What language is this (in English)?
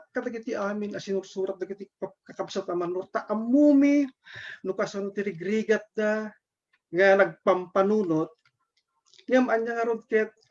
Iloko